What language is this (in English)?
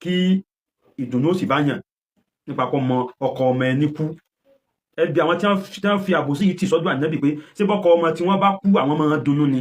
Yoruba